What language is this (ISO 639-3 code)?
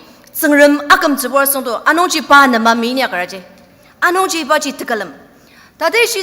njo